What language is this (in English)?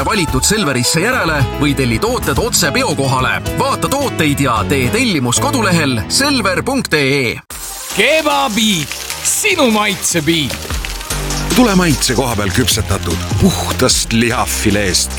Estonian